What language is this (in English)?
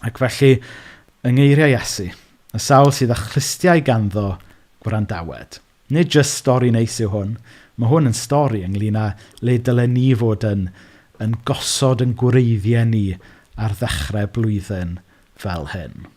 Welsh